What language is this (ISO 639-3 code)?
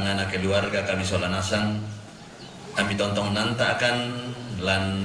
sda